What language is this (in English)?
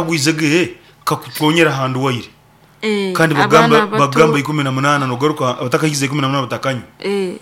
Nyankole